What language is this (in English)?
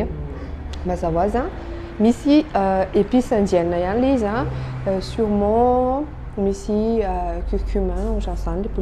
Malagasy